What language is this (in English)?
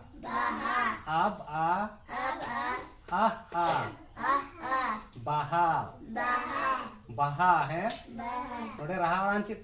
Santali